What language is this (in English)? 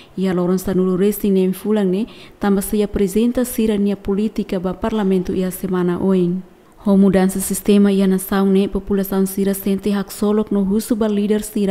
Tetum